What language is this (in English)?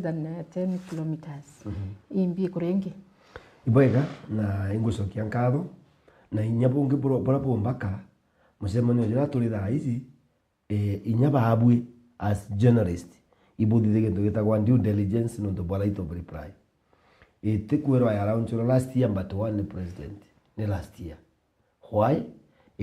Meru